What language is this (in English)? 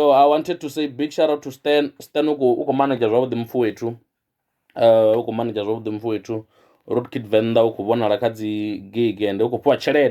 Venda